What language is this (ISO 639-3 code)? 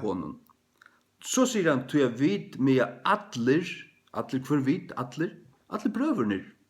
fao